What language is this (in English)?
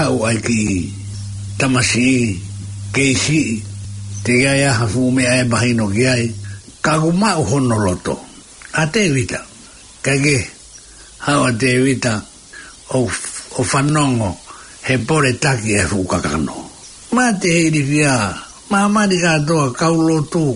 Tongan